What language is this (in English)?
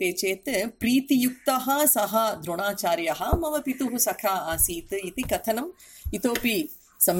Sanskrit